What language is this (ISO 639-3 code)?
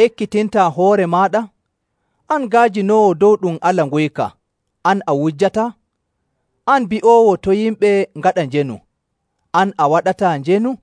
fuv